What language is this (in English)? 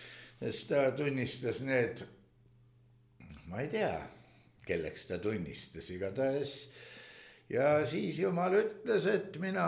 Estonian